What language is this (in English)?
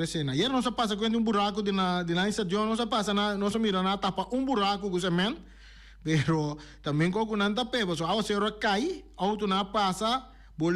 Papiamento